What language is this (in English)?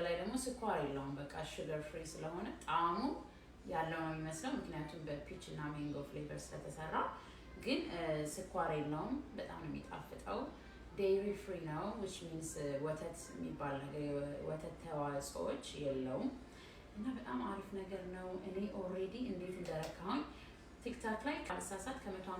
Amharic